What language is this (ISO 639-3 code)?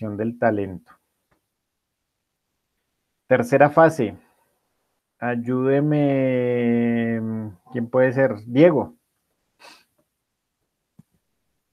spa